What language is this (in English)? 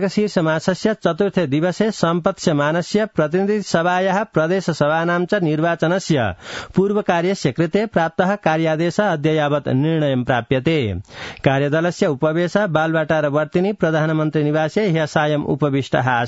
Sanskrit